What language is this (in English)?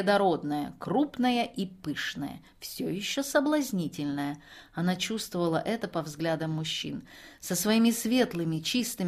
Russian